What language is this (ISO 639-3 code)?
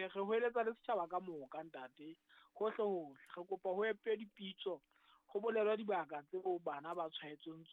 sot